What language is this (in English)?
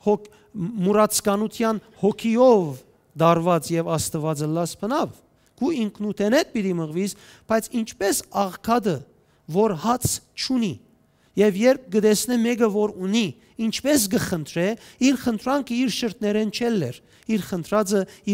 Western Armenian